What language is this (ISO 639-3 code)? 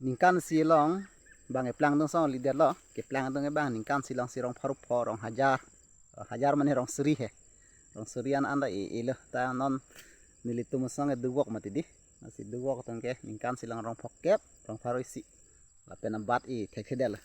mjw